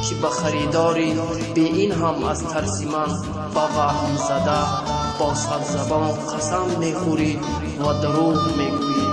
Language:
Tajik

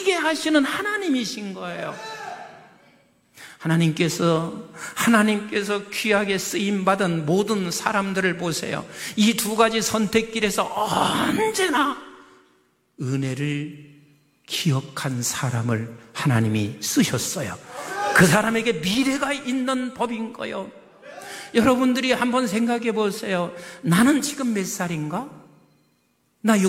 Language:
Korean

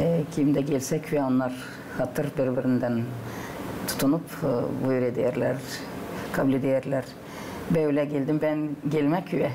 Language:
Gagauz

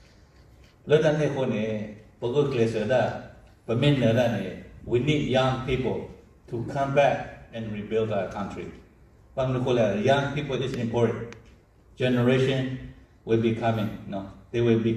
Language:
S'gaw Karen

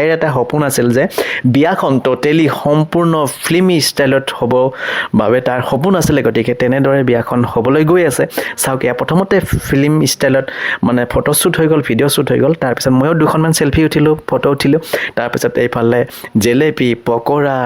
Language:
Assamese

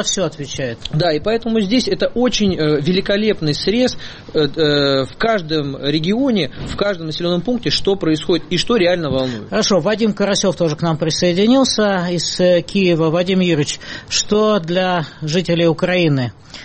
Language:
Russian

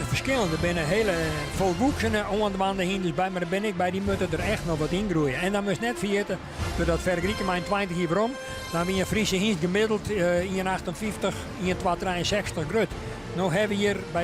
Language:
Western Frisian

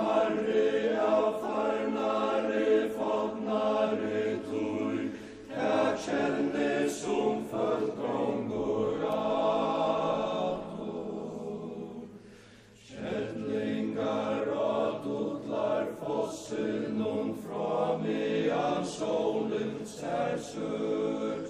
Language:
Faroese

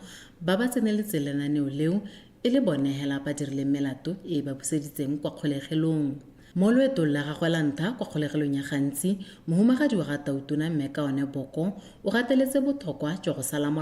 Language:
Tswana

